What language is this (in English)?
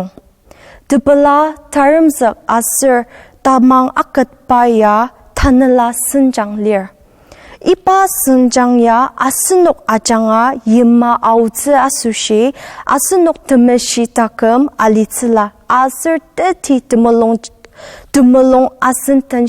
Ao Naga